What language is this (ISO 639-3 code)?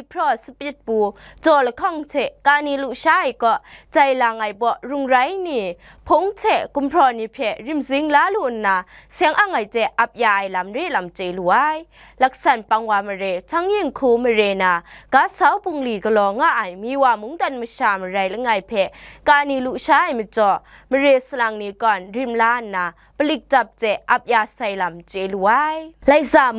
kac